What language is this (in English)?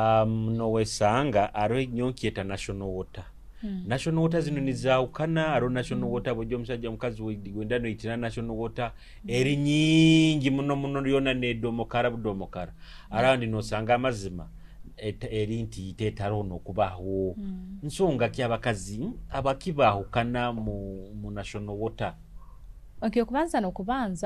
Nyoro